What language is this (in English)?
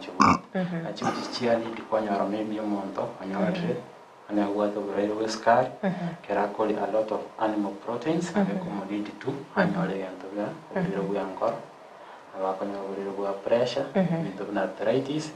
Gusii